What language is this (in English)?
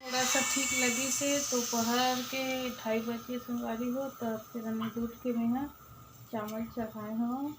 Chhattisgarhi